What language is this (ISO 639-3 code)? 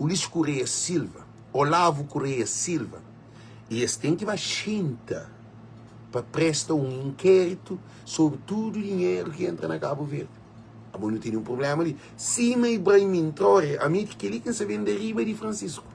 kea